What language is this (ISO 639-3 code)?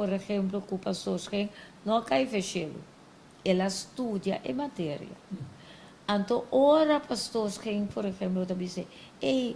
pap